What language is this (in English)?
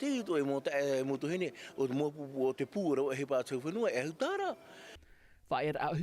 Tahitian